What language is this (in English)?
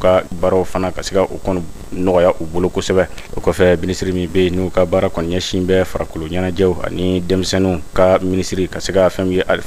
Bambara